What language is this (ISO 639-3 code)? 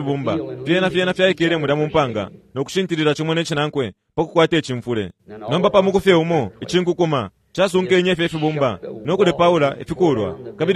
bem